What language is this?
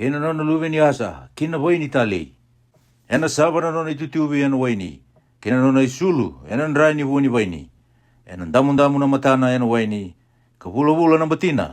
Fijian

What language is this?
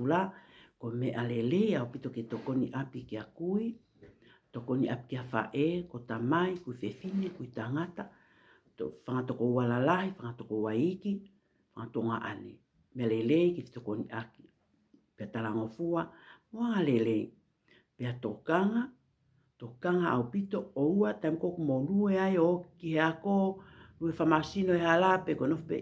Tongan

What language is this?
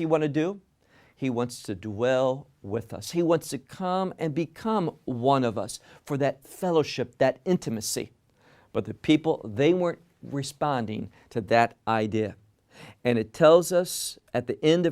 English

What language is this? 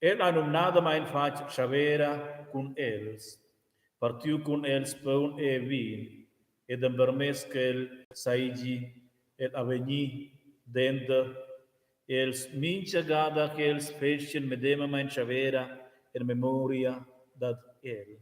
Romansh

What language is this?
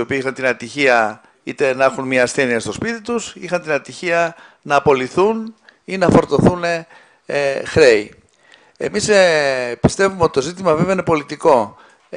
Greek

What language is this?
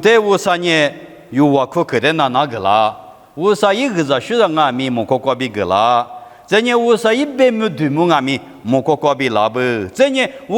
Lisu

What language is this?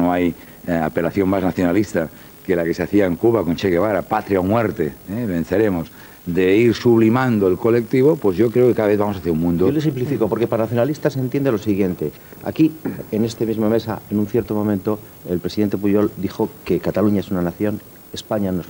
Spanish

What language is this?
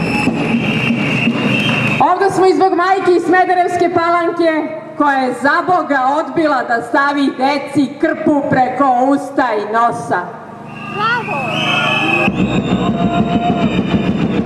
Serbian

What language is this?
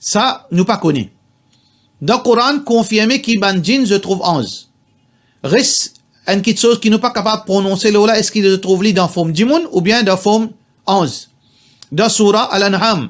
Morisyen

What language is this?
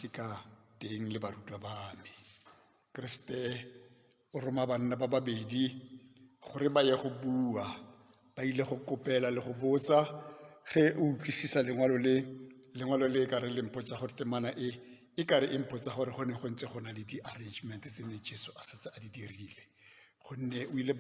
Northern Sotho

